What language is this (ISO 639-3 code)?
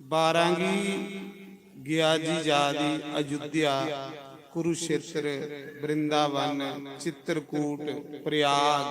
doi